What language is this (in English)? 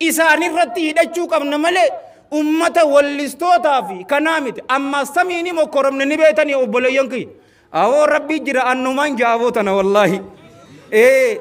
Oromo